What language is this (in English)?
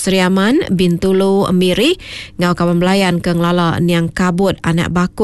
Iban